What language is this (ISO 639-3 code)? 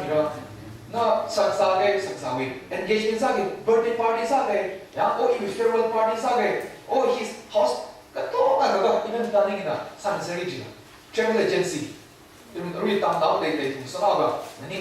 nmf